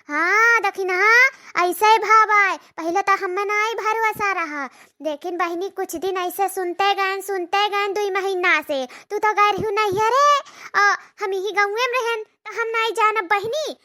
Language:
Awadhi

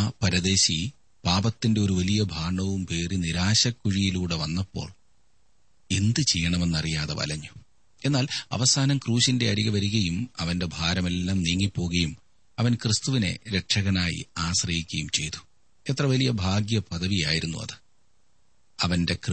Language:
Malayalam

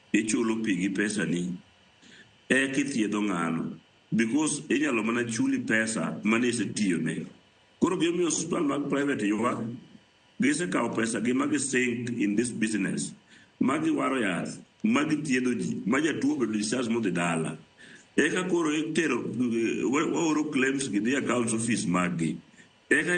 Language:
Luo (Kenya and Tanzania)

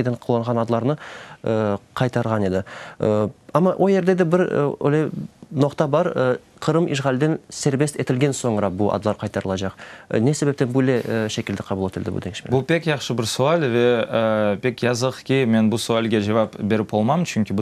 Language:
Crimean Tatar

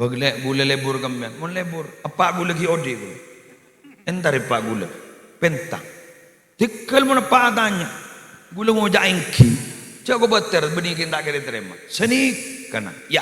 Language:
Madurese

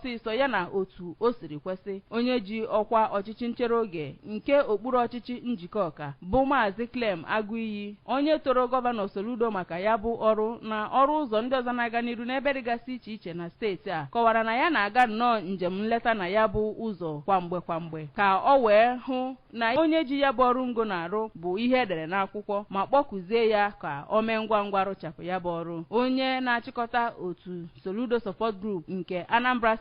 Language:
Igbo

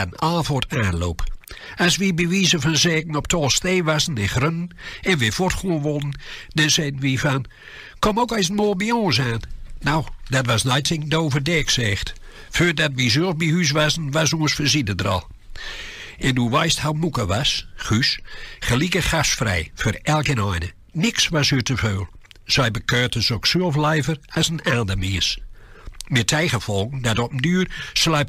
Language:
Gronings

